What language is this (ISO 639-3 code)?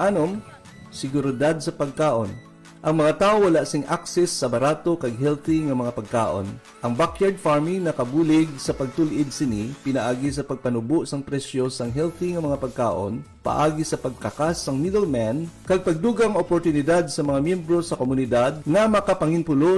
hil